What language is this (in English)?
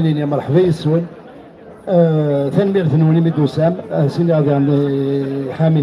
Kabyle